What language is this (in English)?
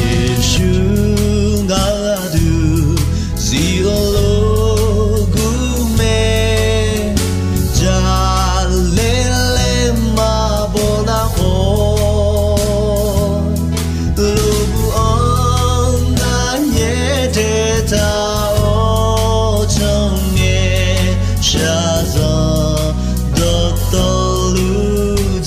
Akha